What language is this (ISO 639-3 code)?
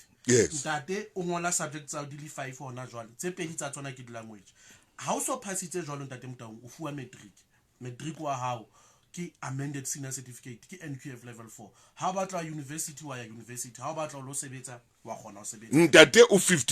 sot